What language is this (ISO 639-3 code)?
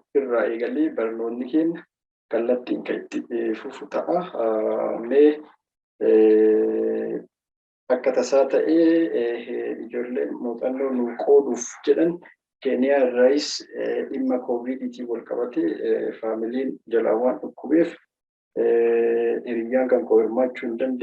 orm